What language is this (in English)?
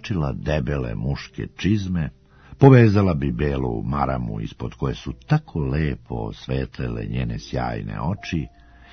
Serbian